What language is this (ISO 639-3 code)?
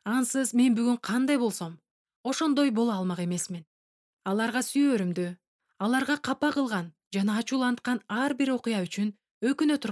kir